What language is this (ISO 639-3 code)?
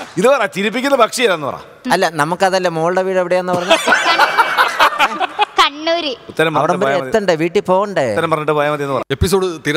mal